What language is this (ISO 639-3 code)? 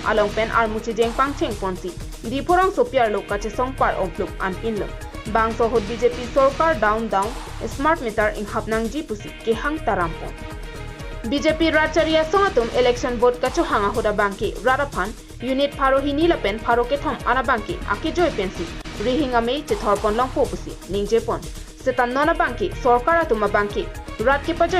mjw